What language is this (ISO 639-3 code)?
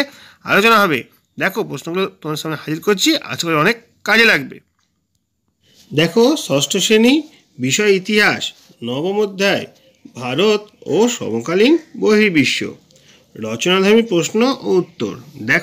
ben